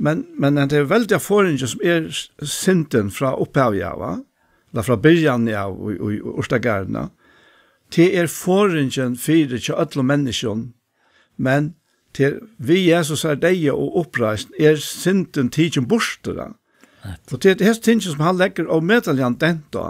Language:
Faroese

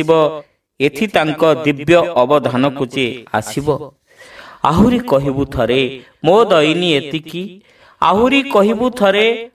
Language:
Odia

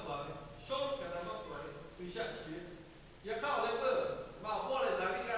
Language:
Lahu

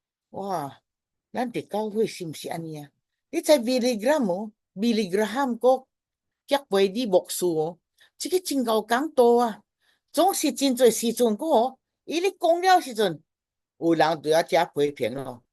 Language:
Min Nan Chinese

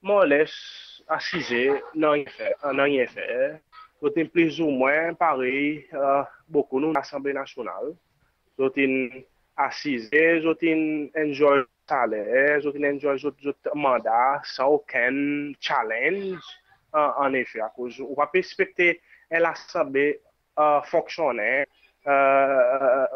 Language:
Seselwa Creole French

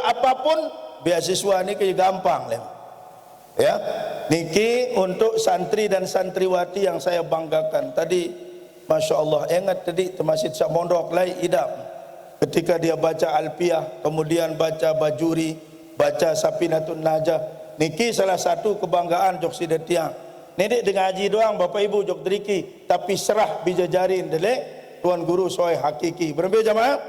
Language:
Sasak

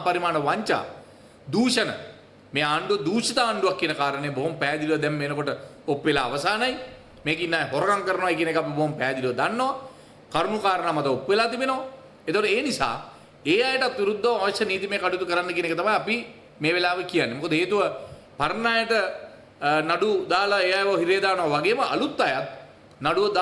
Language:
Sinhala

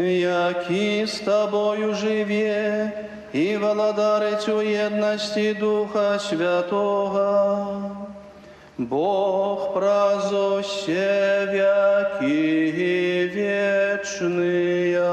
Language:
Belarusian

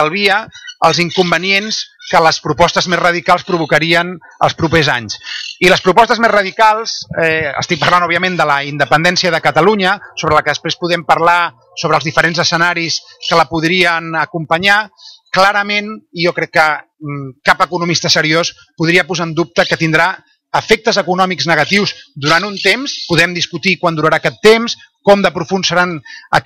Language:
Catalan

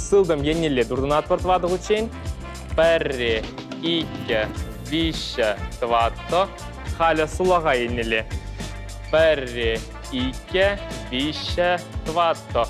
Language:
Chuvash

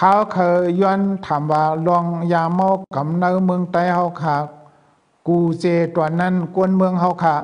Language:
Shan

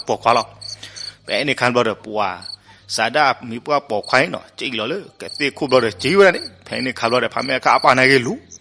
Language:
S'gaw Karen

